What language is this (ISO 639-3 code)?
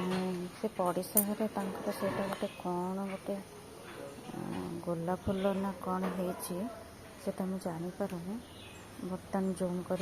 ori